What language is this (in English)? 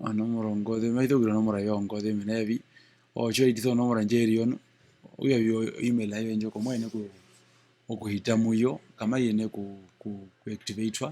Herero